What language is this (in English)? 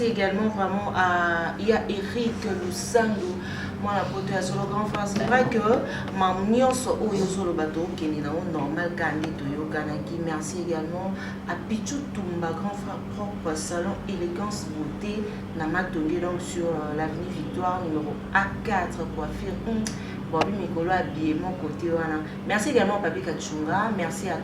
Lingala